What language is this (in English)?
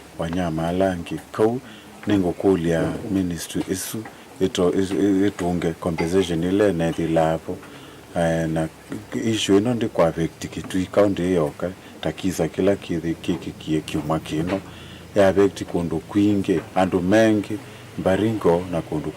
Kamba